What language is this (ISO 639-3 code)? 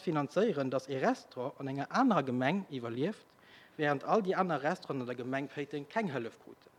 ltz